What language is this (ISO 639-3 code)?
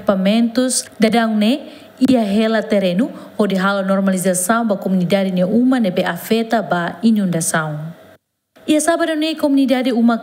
tet